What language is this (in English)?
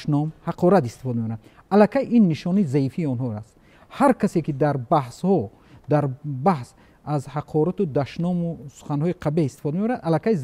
Tajik